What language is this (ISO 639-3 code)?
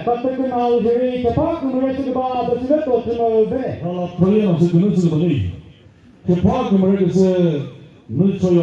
nri